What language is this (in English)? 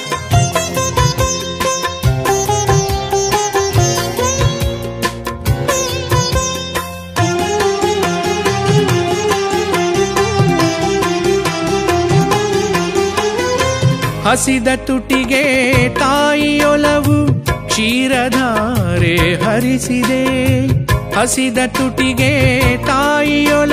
Kannada